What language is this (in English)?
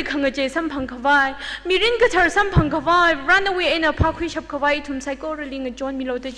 Tangkhul Naga (India)